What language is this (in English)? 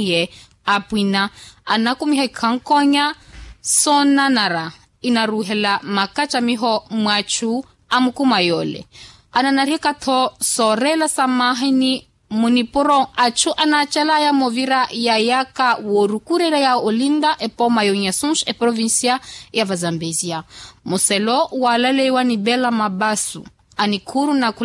Makhuwa